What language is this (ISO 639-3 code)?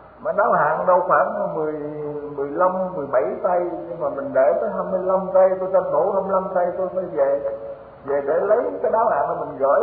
vie